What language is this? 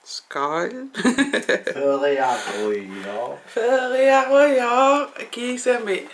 Kalaallisut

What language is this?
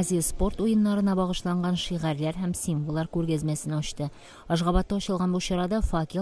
Tatar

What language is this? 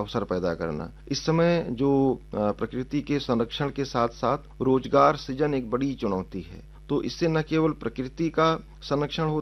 Hindi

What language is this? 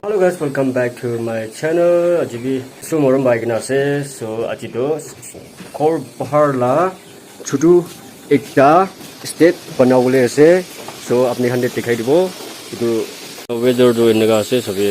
Naga Pidgin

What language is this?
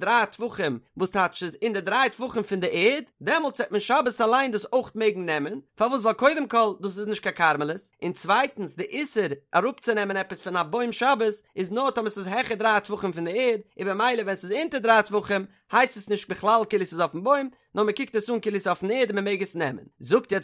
Yiddish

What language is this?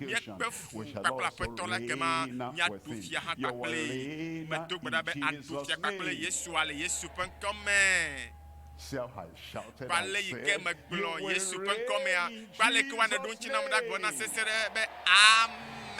Ewe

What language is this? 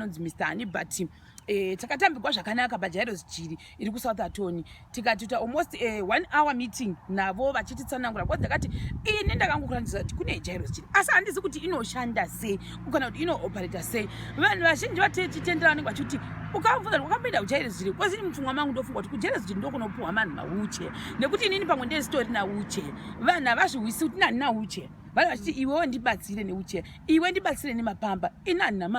Shona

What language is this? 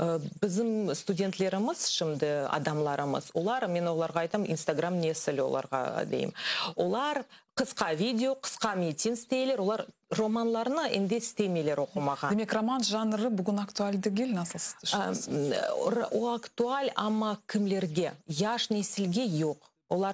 Crimean Tatar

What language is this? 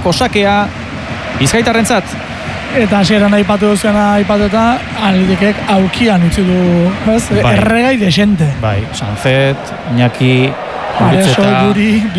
Basque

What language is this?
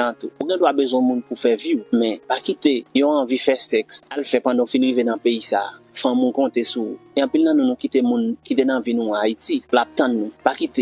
Haitian Creole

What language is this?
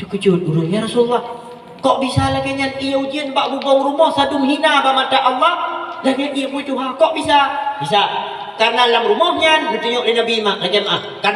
Achinese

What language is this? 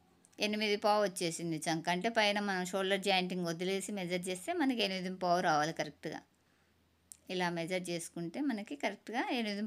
Telugu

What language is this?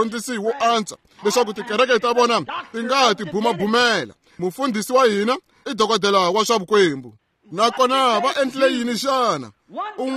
Tsonga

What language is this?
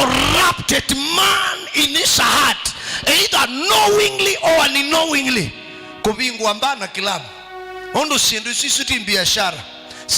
Kamba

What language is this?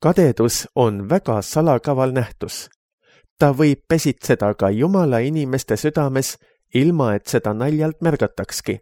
Estonian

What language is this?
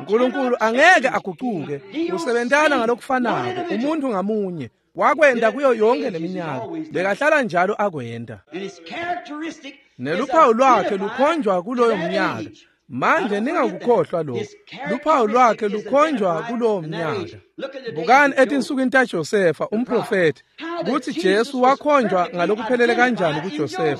Swati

